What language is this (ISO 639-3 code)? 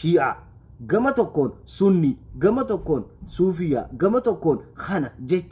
orm